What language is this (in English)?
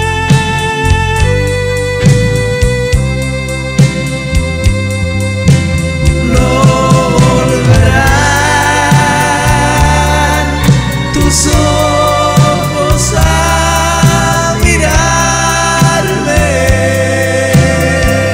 Spanish